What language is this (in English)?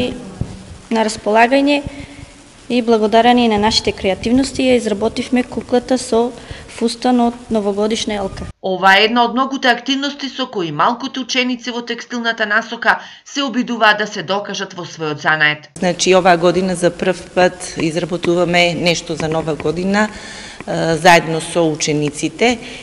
Macedonian